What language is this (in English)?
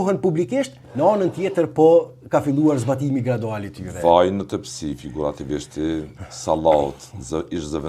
Albanian